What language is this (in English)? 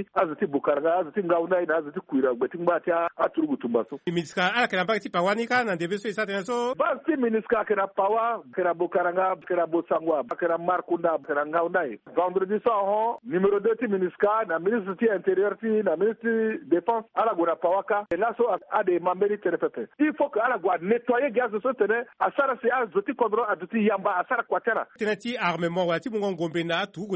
Sango